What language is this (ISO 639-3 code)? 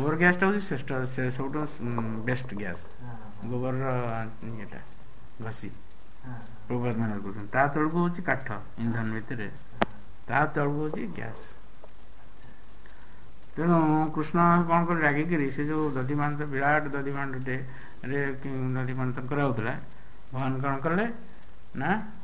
ori